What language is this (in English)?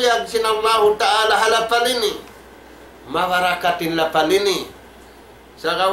Tausug